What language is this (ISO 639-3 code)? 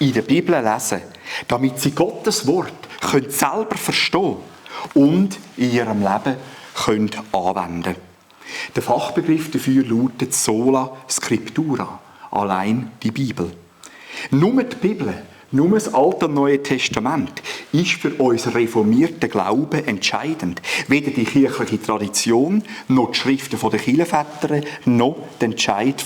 gsw